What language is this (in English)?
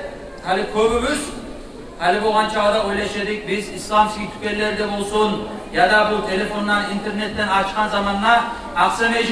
Kumyk